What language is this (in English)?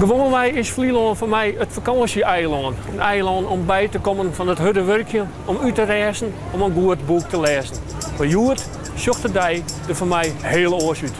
Western Frisian